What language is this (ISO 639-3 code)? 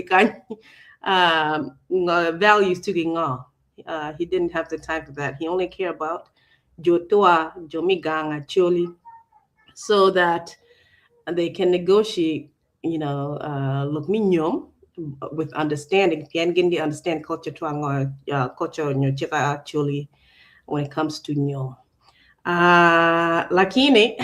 ach